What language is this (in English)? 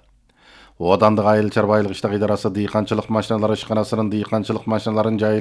Kyrgyz